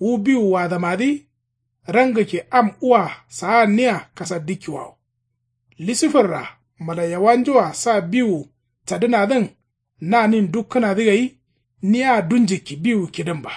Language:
Kanuri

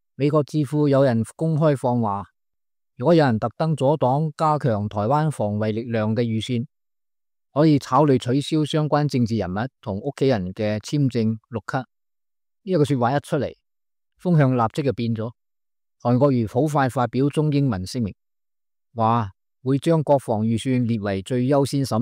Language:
Cantonese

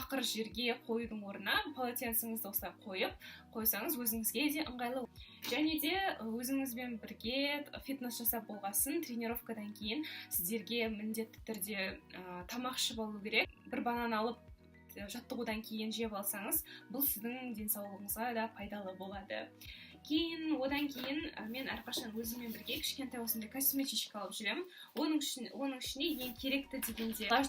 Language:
Kazakh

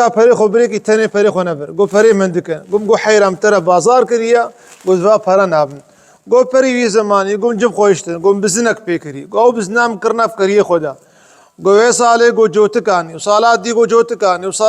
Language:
Kurdish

